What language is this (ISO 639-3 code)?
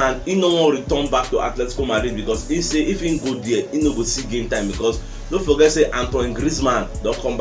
pcm